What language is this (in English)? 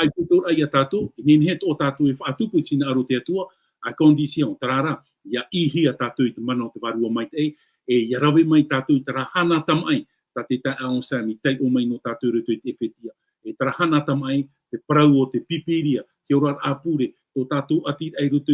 Tahitian